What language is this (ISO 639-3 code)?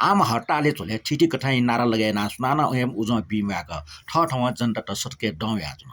new